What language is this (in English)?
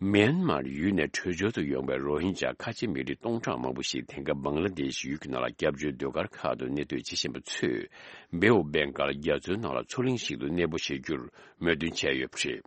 Tibetan